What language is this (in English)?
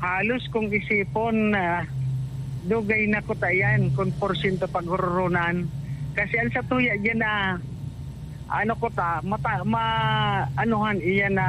Bikol